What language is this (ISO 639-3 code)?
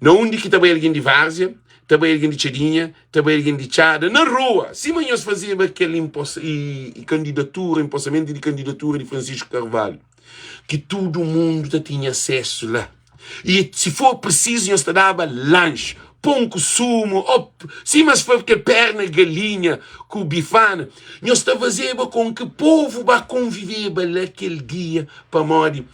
kea